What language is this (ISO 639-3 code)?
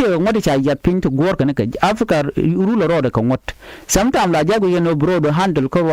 nus